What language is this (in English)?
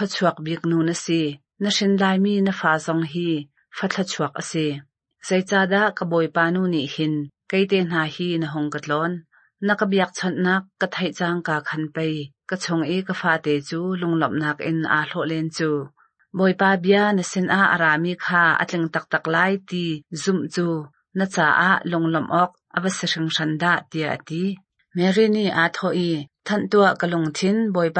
Hakha Chin